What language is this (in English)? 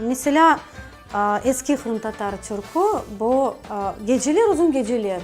Crimean Tatar